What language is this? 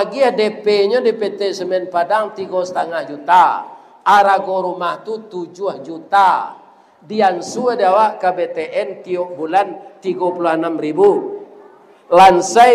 Minangkabau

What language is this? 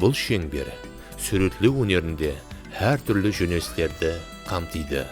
Kara-Kalpak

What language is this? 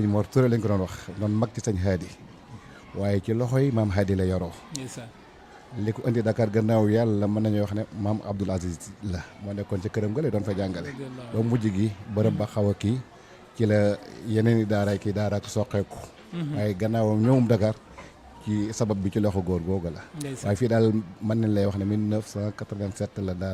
Wolof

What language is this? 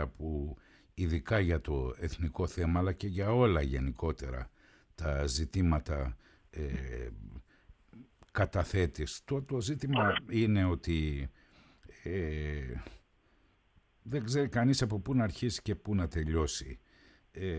Greek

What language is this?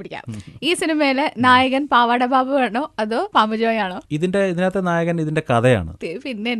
Malayalam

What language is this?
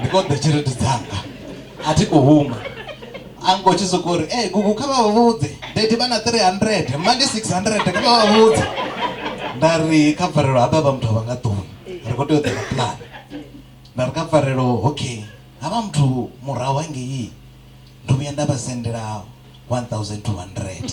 Venda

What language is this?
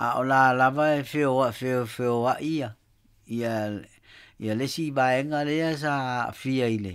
Samoan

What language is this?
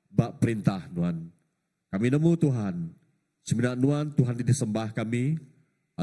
Iban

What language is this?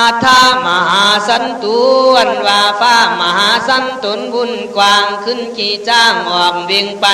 Khün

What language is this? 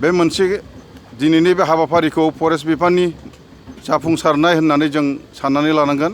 Bodo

